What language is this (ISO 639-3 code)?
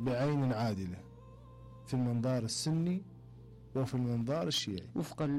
acm